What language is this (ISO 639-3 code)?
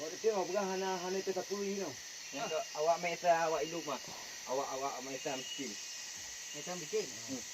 ace